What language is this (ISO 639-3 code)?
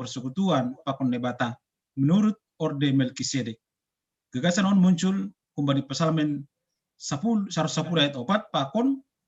bts